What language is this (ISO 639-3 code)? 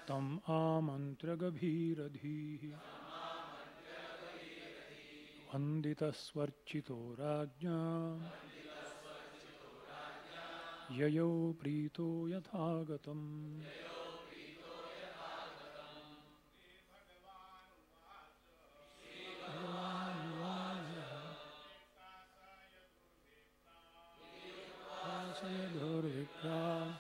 eng